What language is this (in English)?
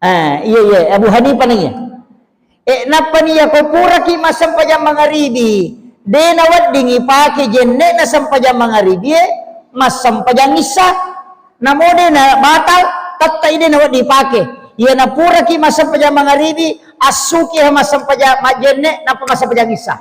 Buginese